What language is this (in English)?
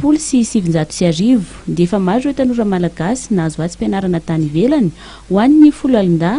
Malagasy